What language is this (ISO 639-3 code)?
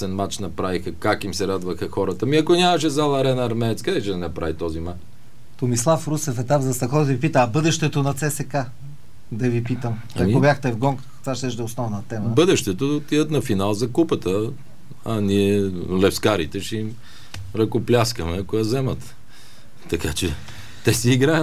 bul